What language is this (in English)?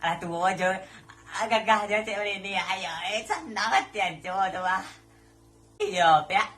Minangkabau